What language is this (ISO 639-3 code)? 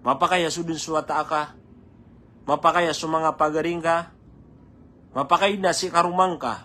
mrw